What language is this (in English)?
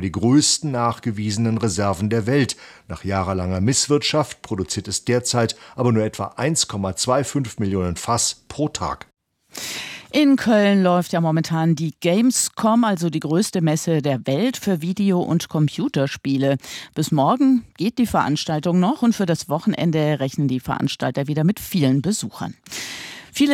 German